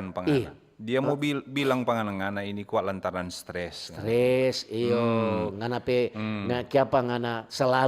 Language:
Manado Malay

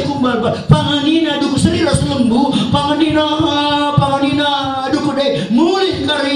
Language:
Batak Karo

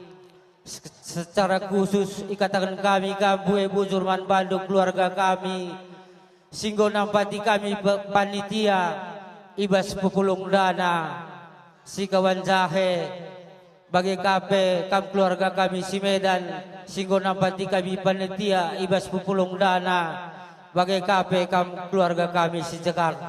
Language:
Batak Karo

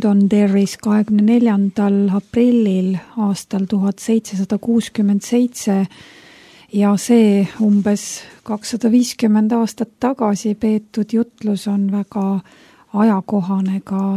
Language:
Estonian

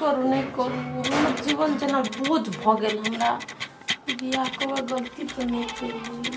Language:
Maithili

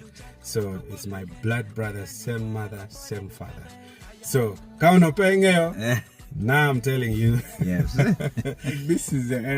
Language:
Acoli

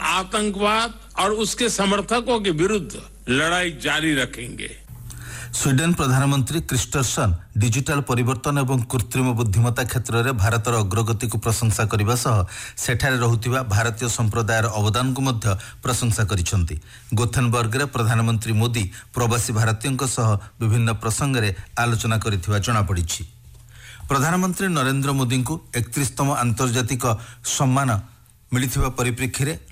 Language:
Odia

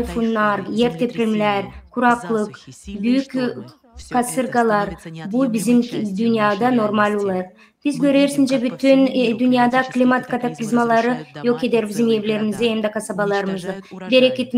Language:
Gagauz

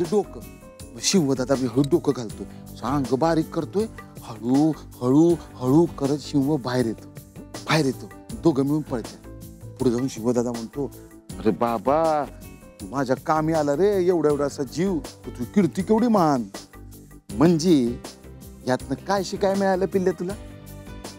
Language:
Marathi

